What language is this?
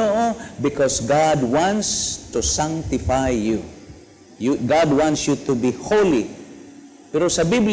Cebuano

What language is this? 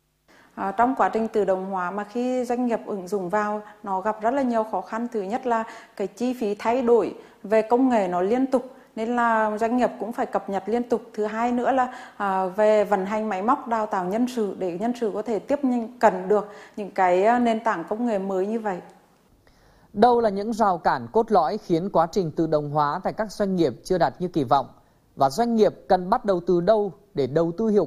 Vietnamese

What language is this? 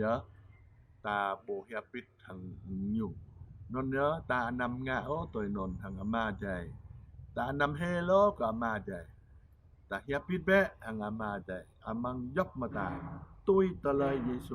Jarai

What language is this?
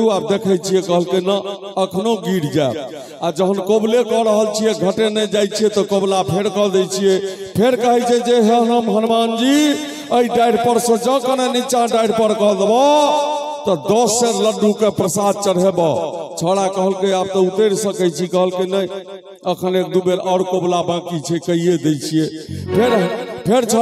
Maithili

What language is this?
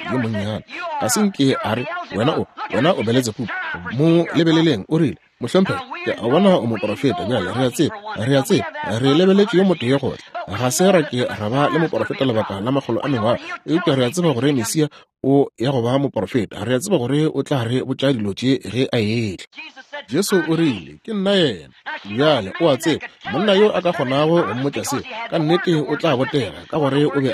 Northern Sotho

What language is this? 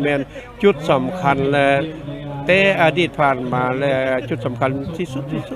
Lao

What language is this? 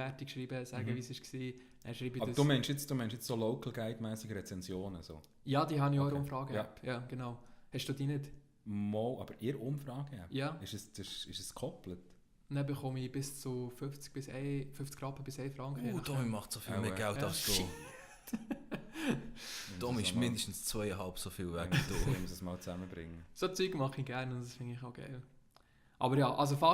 Swiss German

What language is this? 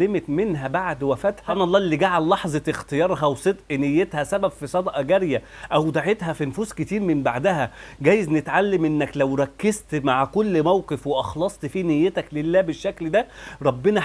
Egyptian Arabic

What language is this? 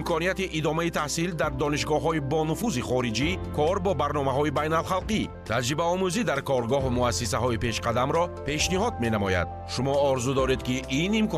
Tajik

